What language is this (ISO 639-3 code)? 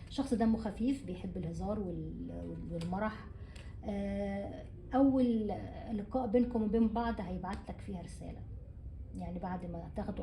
arz